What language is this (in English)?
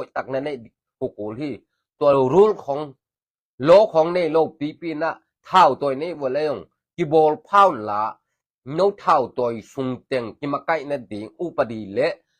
Tedim Chin